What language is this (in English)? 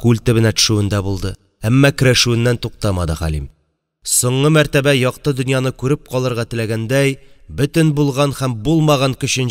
Tatar